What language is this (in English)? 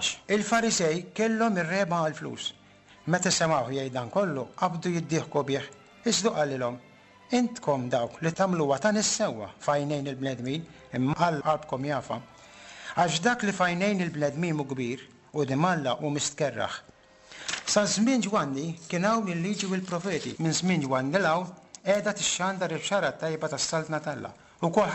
Maltese